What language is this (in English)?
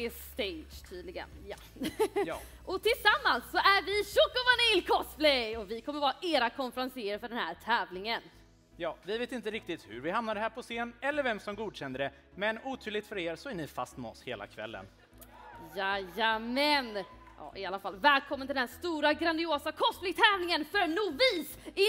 Swedish